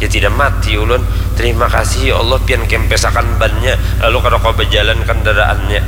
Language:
Banjar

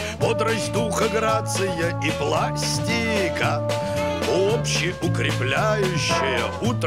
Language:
Russian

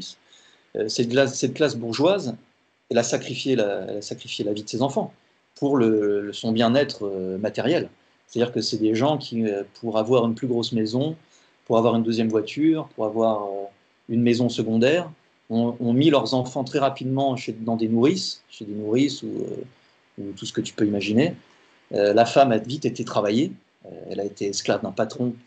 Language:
French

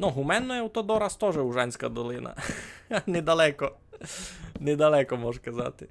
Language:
Rusyn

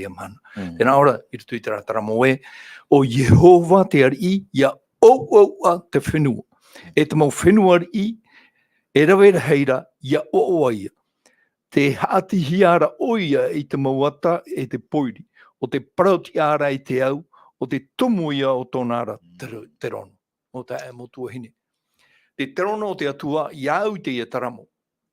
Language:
Tahitian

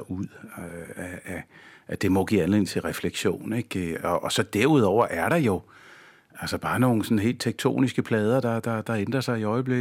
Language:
Danish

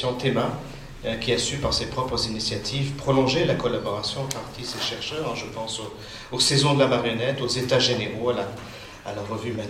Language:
French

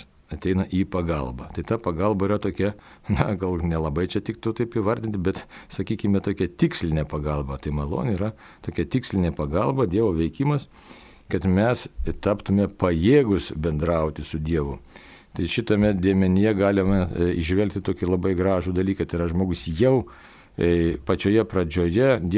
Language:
Lithuanian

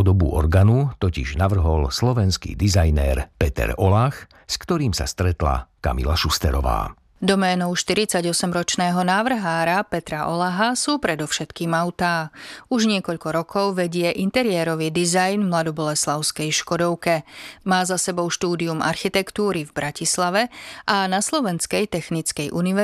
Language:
Slovak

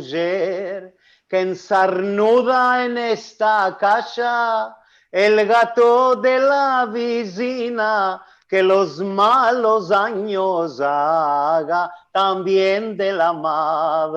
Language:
Ladino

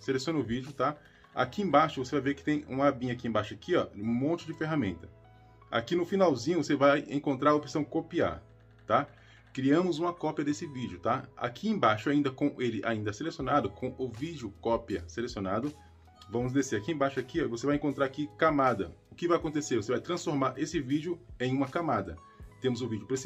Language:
Portuguese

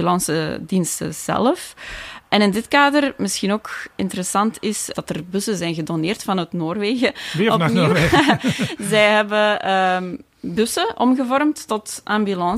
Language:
Dutch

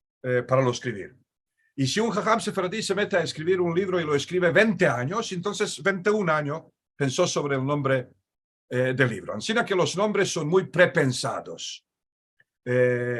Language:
Ladino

